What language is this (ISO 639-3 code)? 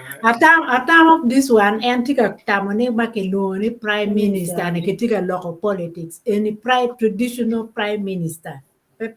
ach